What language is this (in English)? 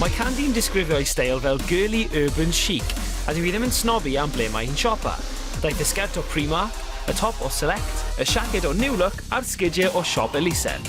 Welsh